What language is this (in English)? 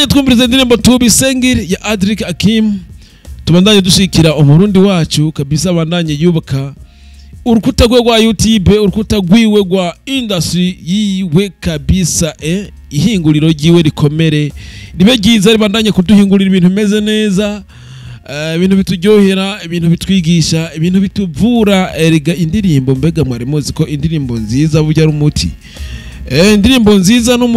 Rundi